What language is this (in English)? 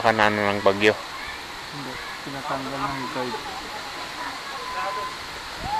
Filipino